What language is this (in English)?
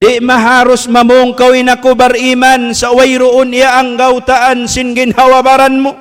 Tausug